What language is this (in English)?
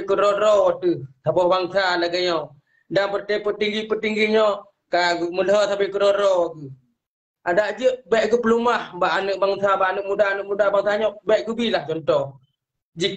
Achinese